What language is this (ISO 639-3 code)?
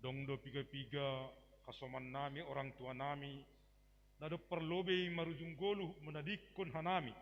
bts